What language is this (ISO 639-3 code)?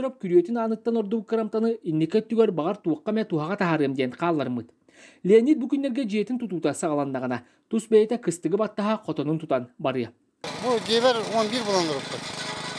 sah